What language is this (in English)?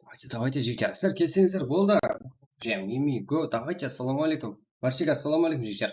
Kara-Kalpak